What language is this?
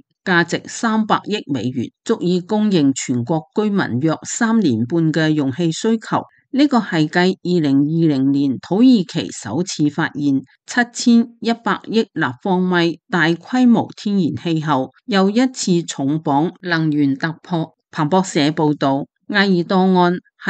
Cantonese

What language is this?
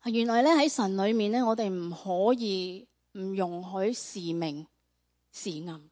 Cantonese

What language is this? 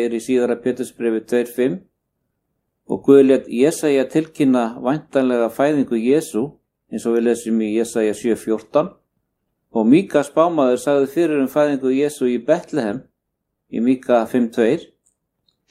Icelandic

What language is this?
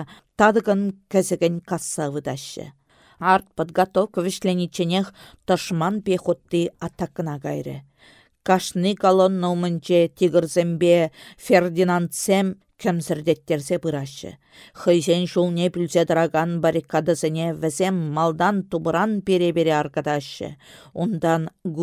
Chuvash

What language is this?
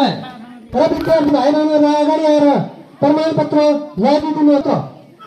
Nepali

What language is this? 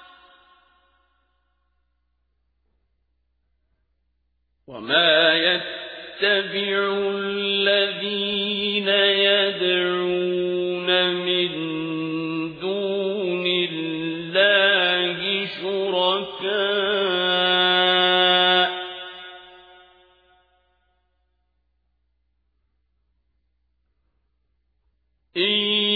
Arabic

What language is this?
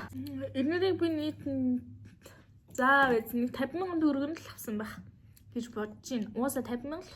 Mongolian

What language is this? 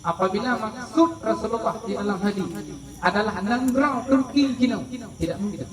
Achinese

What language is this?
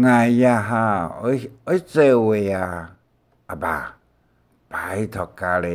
Hakka Chinese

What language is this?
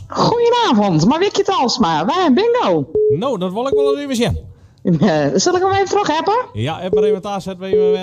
Dutch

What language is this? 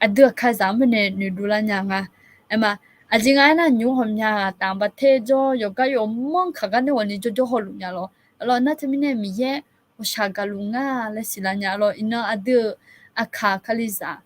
Akha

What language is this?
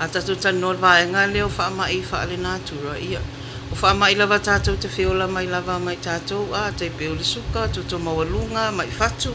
Samoan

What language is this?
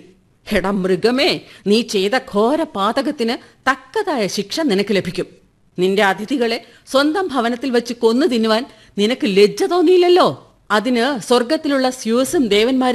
Malayalam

